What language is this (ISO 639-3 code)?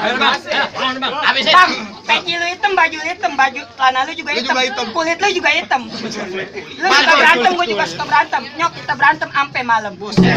bew